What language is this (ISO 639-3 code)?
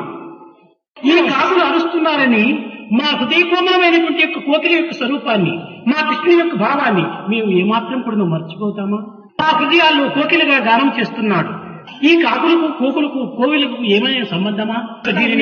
tel